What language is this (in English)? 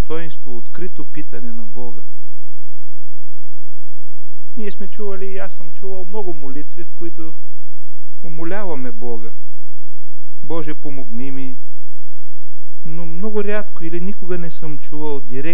Bulgarian